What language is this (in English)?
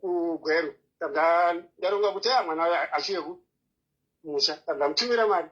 Shona